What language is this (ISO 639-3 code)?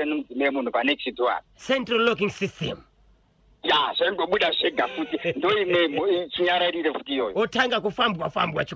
sna